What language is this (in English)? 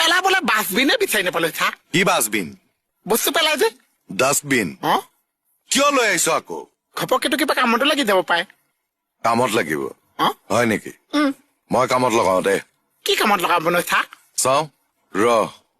Assamese